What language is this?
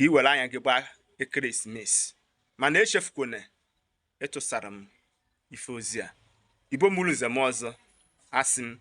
Igbo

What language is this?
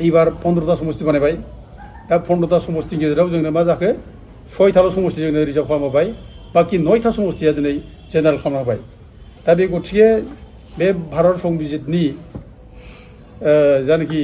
Bodo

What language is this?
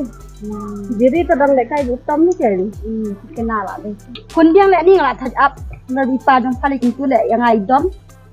Khasi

